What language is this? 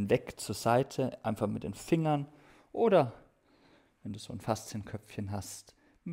German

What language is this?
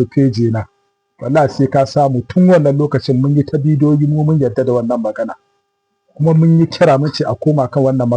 Hausa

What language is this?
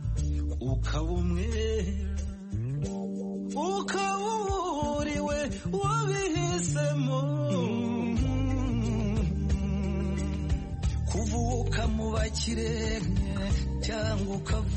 Kinyarwanda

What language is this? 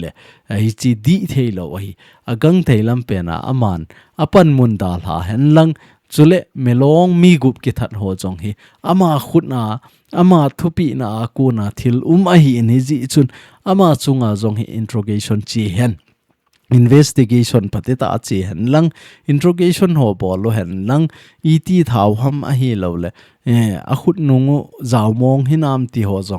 Thado Chin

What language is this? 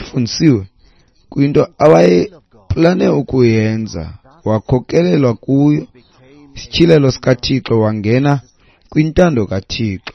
Xhosa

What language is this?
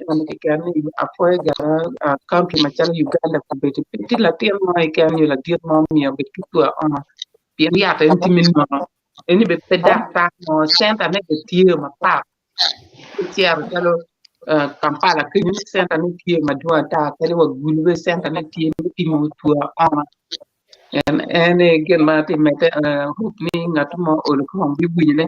Acoli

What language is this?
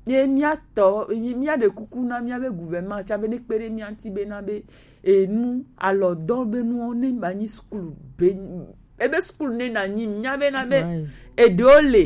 Gen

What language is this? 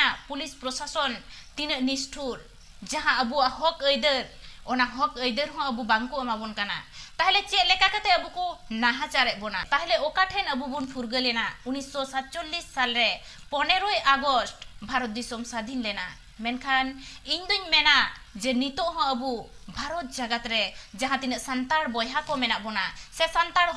Santali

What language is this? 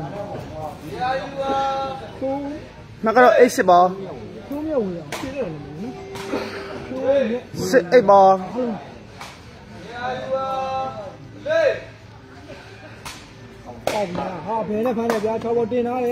Burmese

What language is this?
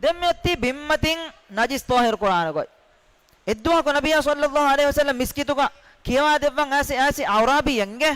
Divehi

